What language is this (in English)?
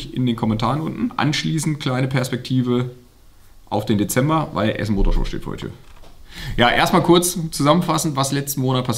German